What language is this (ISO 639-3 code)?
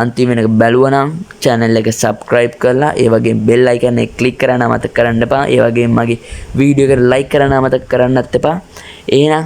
sin